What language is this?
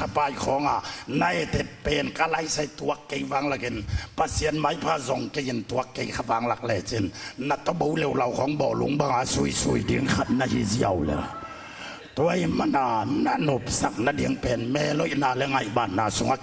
Tedim Chin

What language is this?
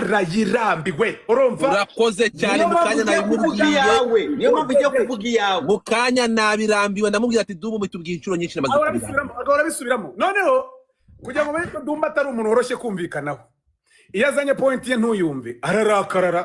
Kinyarwanda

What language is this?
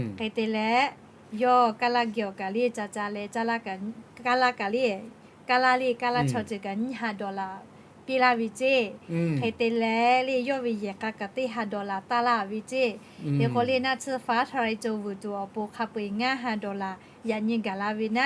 Lahu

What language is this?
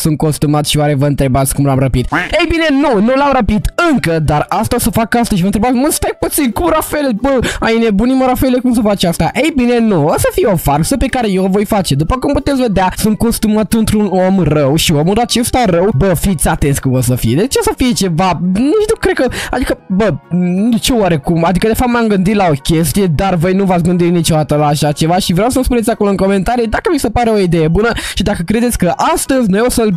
Romanian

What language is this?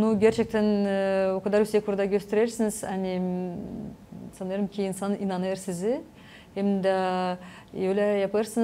Gagauz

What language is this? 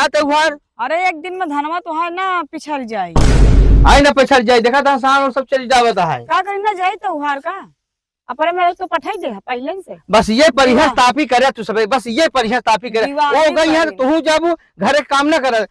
Awadhi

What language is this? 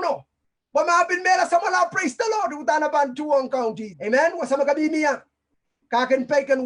Pohnpeian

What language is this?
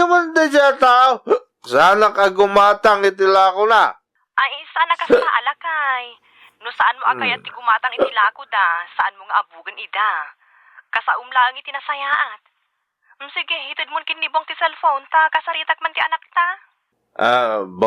Iloko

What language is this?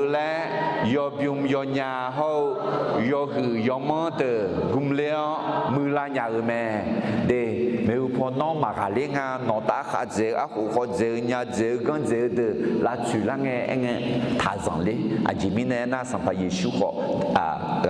Akha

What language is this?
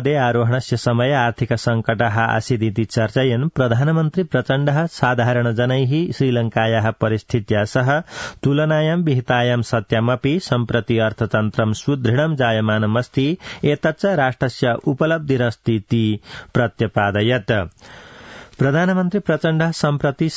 Sanskrit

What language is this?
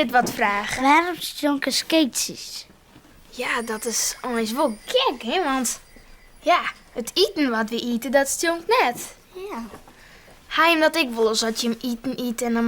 Western Frisian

